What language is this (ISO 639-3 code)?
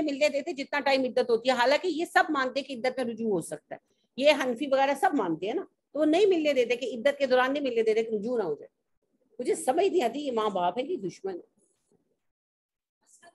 urd